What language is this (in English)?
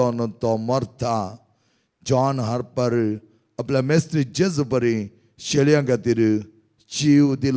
Konkani